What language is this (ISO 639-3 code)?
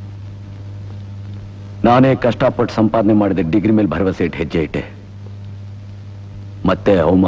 kan